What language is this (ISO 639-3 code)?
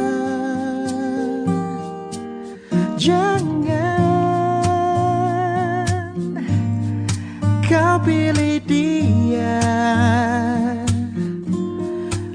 ind